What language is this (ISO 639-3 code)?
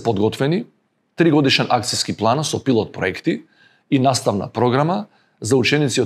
mkd